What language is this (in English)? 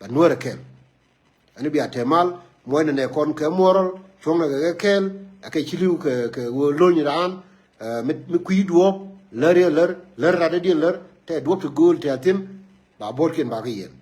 Nuer